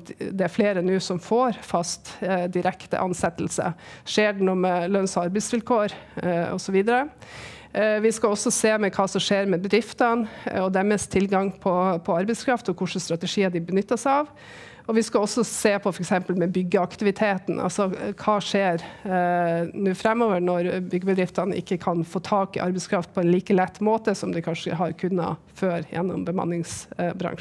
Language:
Norwegian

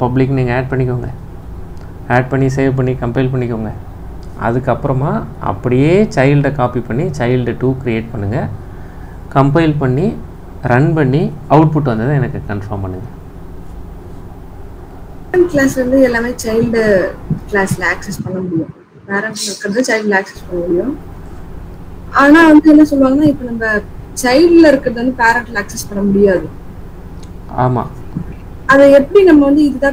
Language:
Tamil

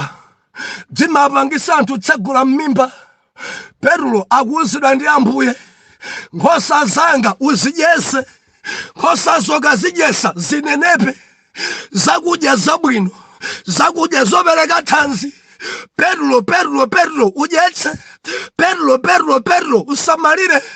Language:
Nyanja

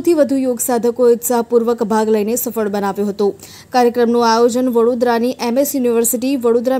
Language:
Gujarati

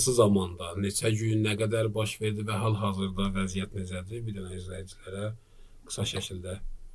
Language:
Azerbaijani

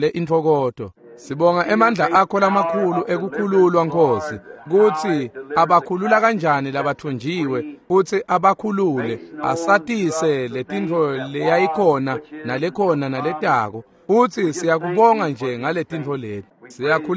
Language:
Swati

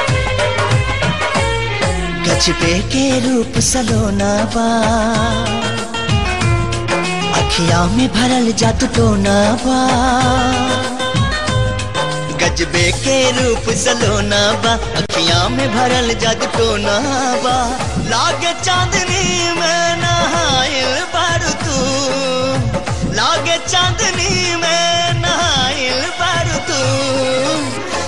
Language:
Bhojpuri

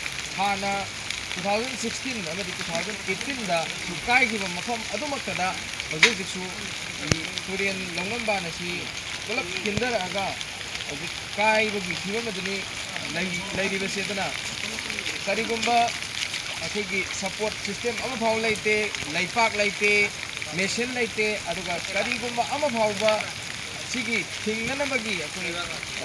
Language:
Manipuri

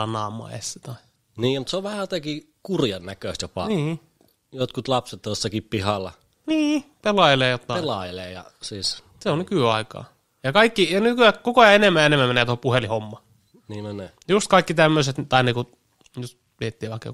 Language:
Finnish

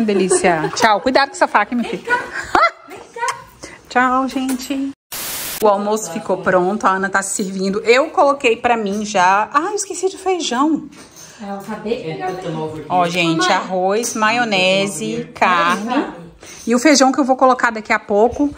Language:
Portuguese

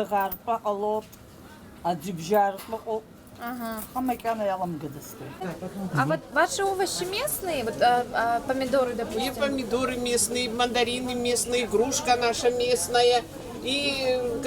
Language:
Abkhazian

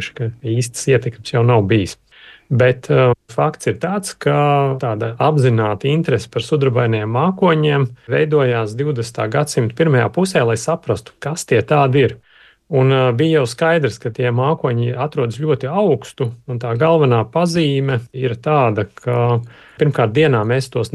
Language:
Latvian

